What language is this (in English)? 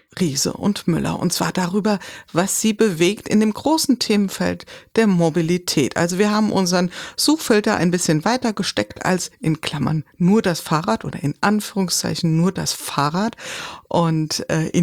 German